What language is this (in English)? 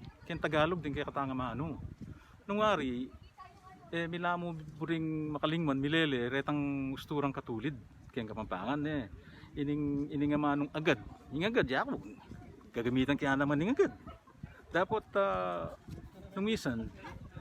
Pampanga